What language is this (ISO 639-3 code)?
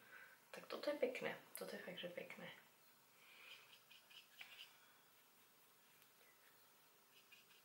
slk